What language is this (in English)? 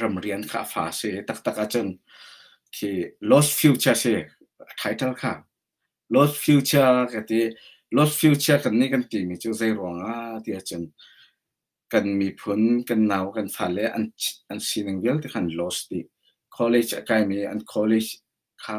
Hakha Chin